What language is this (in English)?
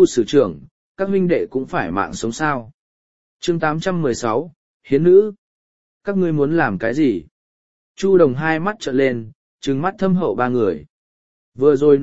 Vietnamese